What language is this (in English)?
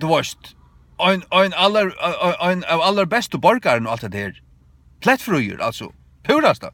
Faroese